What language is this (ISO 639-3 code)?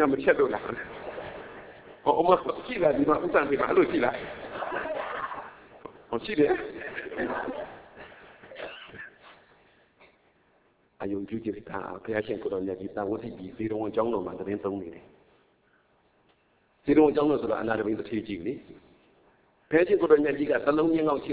mya